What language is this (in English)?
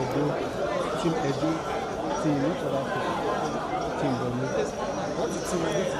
Nigerian Pidgin